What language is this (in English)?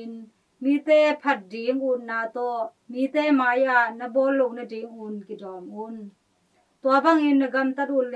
Tedim Chin